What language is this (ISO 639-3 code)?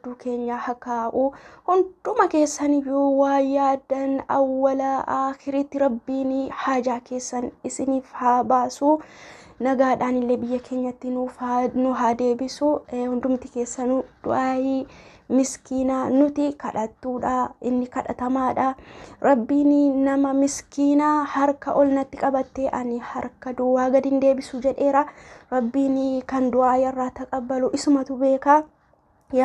orm